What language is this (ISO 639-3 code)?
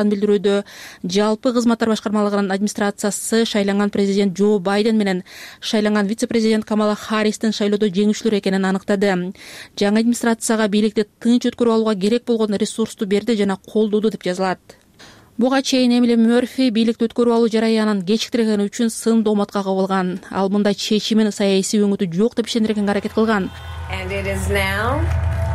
kir